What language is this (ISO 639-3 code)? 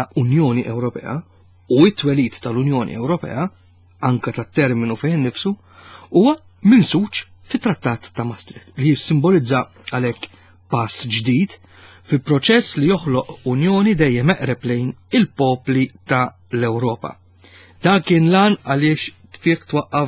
mlt